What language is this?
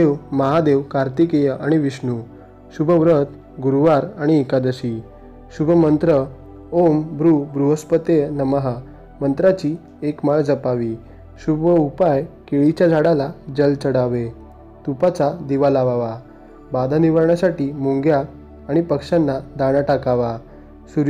Marathi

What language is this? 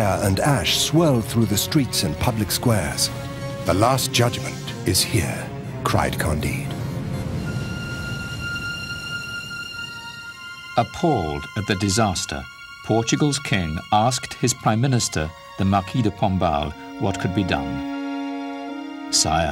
English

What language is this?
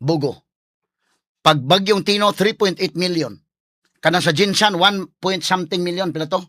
Cebuano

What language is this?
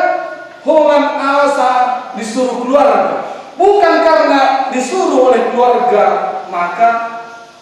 Batak Toba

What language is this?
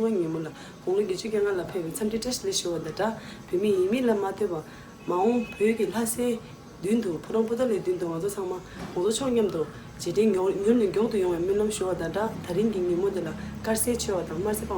Tibetan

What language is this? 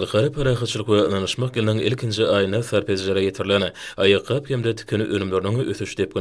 Turkmen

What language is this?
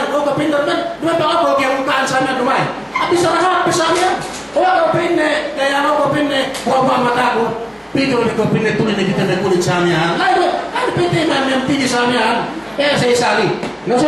Yakan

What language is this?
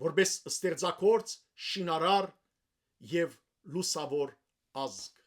Western Armenian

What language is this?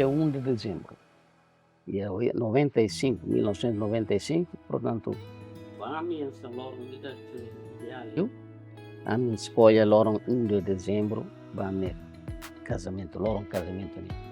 Tetum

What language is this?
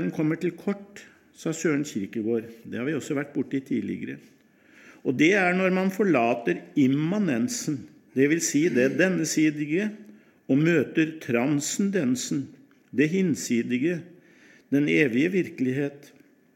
Norwegian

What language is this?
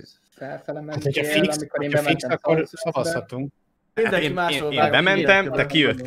Hungarian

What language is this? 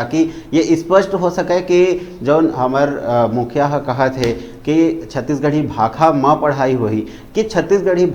Chhattisgarhi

